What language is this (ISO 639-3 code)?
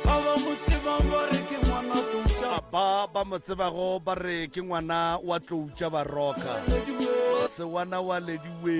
nso